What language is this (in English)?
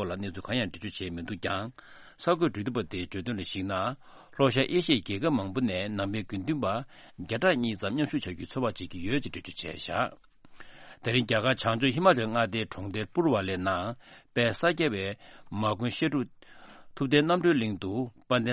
Tibetan